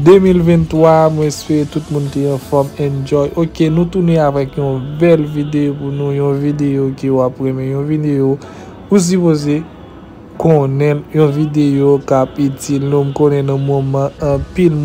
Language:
Haitian Creole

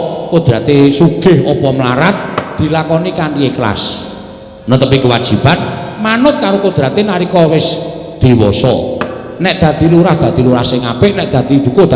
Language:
Javanese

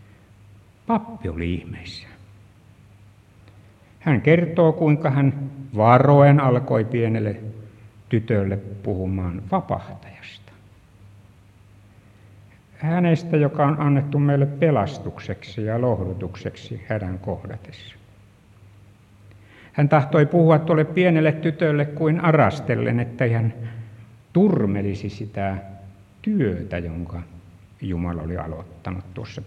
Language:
Finnish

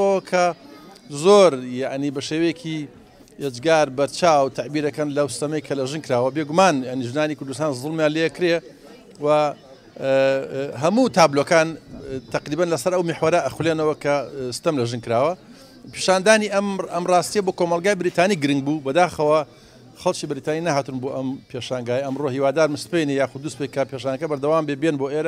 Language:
Central Kurdish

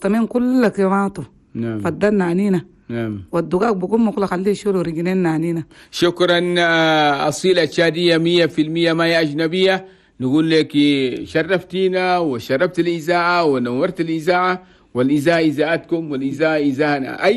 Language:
Chadian Arabic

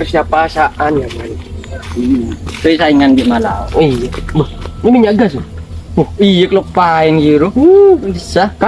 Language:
Madurese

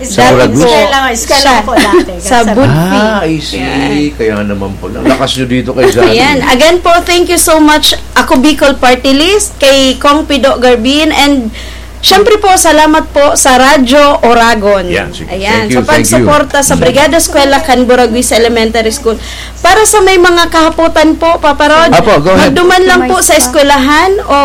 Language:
Bikol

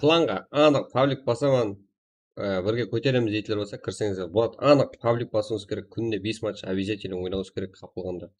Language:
Kara-Kalpak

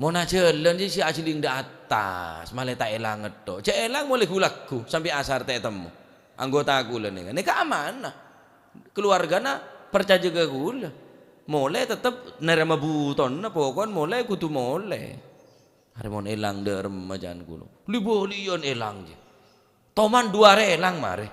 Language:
Madurese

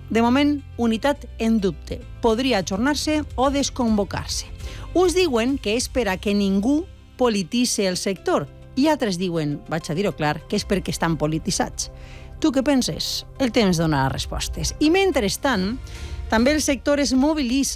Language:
Catalan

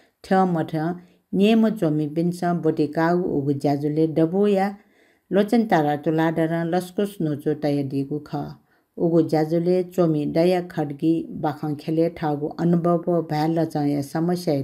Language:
Newari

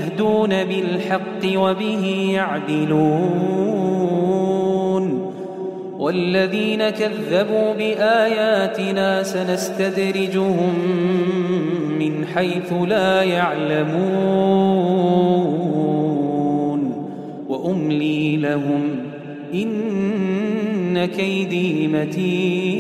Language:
Arabic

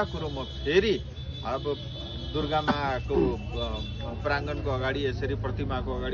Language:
Nepali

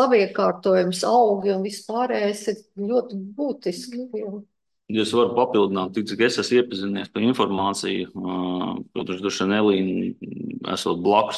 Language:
Latvian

